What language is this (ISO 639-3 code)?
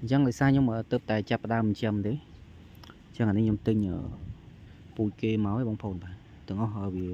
khm